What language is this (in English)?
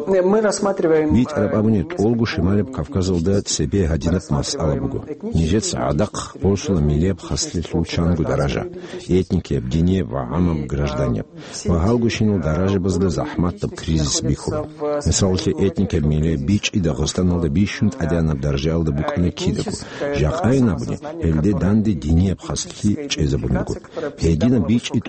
Avaric